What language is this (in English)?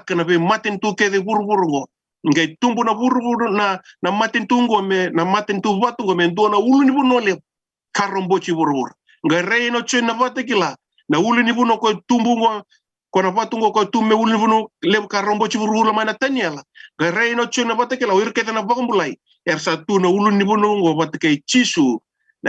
Fijian